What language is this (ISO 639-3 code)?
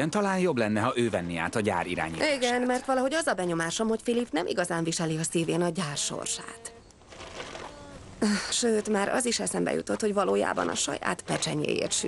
hun